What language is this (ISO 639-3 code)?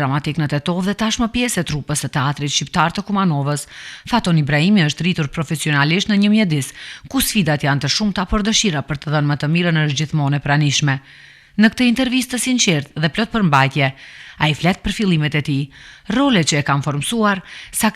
sqi